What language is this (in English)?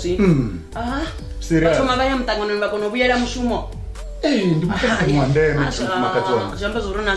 Venda